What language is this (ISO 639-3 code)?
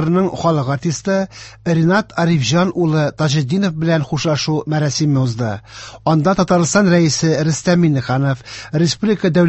tat